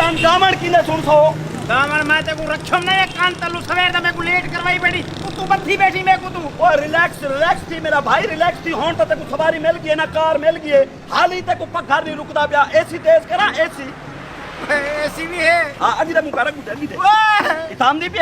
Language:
Saraiki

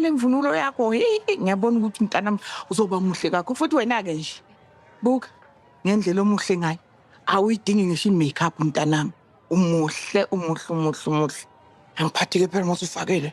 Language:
Zulu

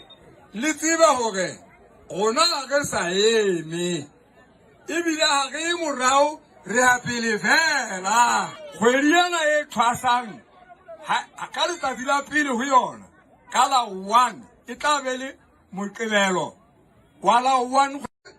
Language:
Southern Sotho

